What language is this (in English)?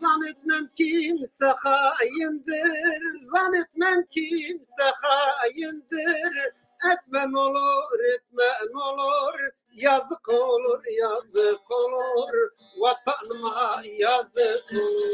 Zaza